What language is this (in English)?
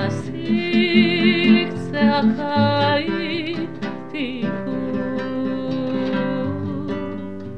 Hebrew